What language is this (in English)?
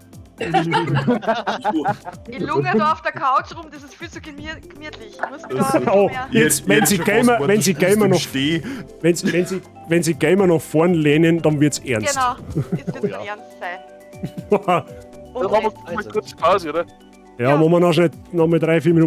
Bavarian